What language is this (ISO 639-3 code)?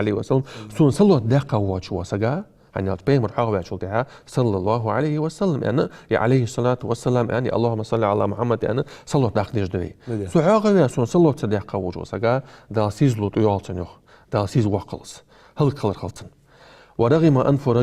inh